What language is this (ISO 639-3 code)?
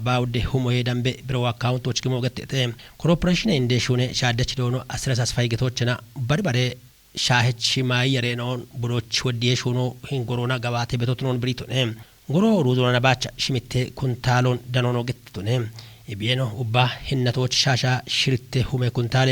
kbr